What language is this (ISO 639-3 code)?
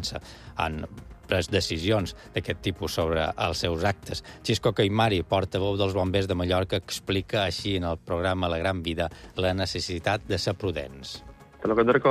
cat